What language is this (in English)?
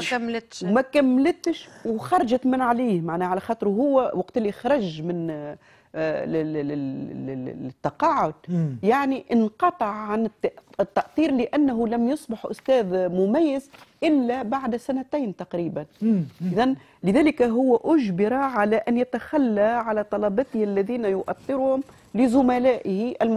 Tunisian Arabic